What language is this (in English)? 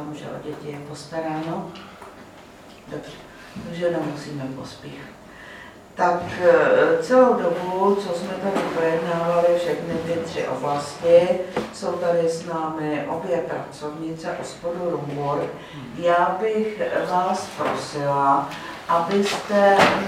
Czech